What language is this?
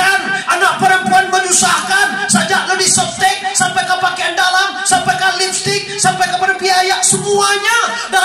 Minangkabau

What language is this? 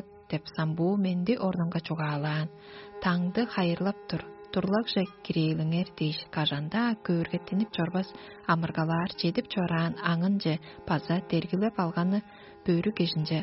Tuvinian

